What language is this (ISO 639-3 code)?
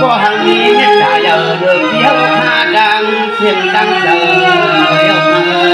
shn